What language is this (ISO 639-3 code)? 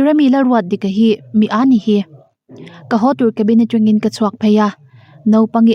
lus